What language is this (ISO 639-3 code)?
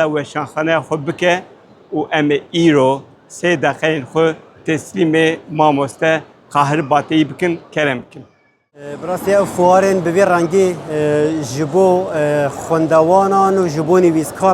kur